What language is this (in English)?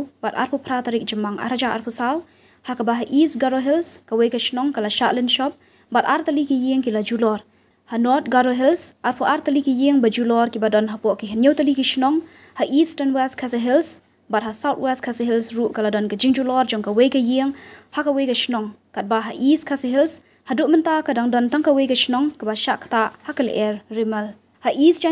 Khasi